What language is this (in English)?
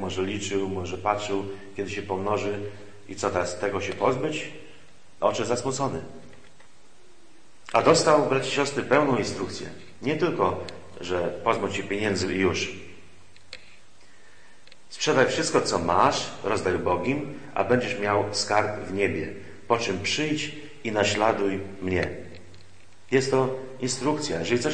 Polish